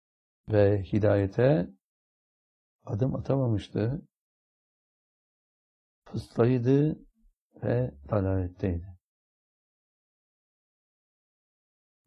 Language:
Turkish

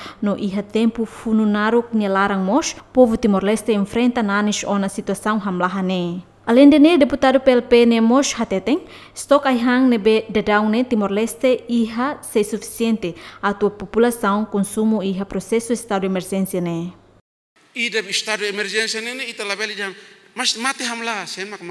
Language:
Tetum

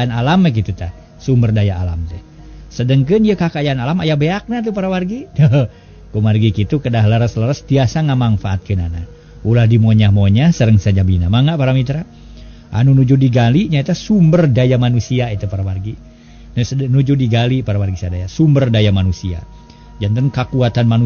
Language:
Sundanese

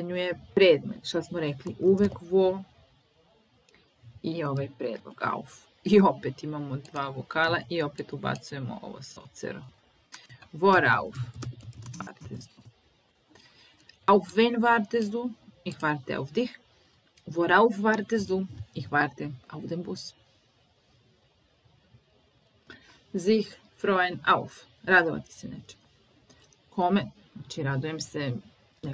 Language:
Serbian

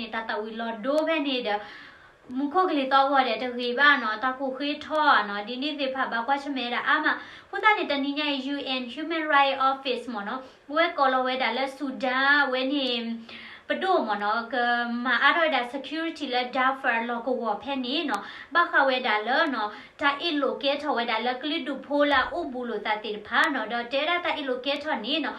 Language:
S'gaw Karen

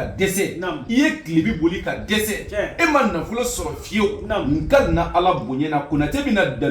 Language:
Bambara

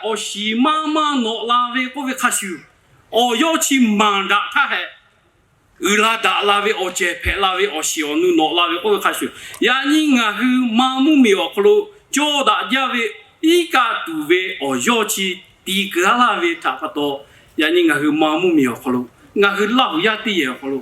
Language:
Lahu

